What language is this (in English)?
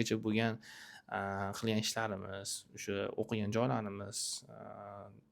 Uzbek